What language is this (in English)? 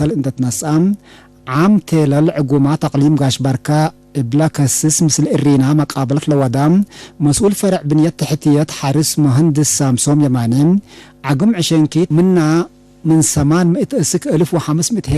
Tigre